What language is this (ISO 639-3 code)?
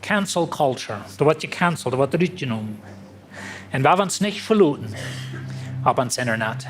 pdt